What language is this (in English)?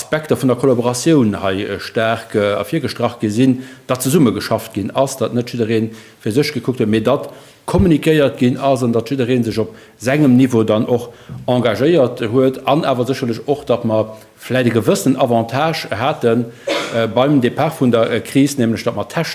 Luxembourgish